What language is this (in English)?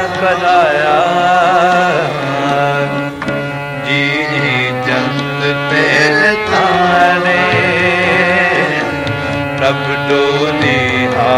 Punjabi